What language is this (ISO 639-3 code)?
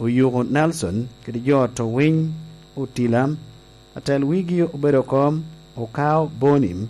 laj